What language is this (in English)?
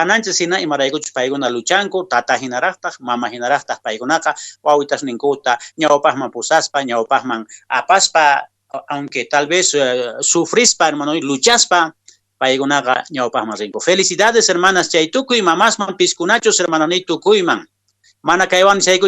Quechua